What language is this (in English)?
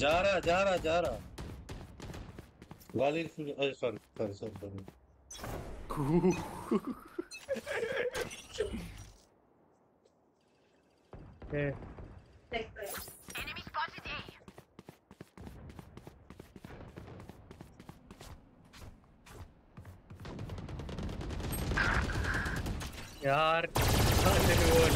Hindi